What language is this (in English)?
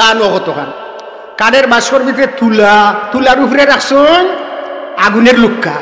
Sylheti